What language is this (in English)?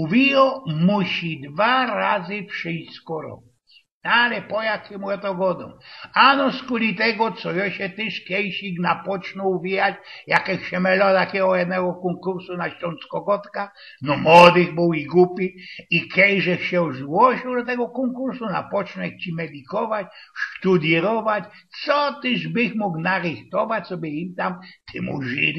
Silesian